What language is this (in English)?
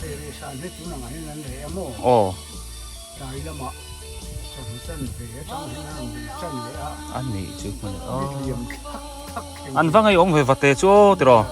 Biete